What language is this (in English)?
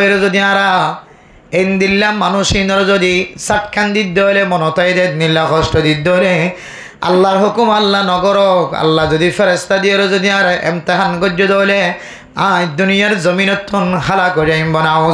Rohingya